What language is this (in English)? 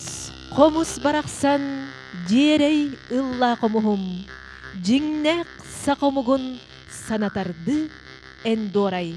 Yakut